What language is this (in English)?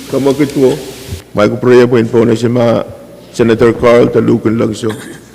Pohnpeian